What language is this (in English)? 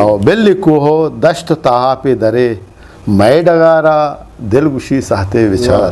Eastern Balochi